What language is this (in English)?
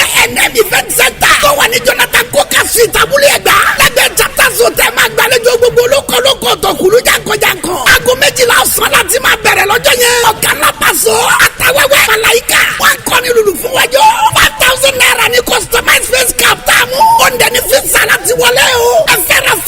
Yoruba